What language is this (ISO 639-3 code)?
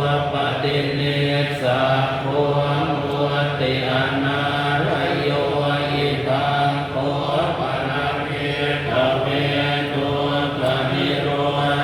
pli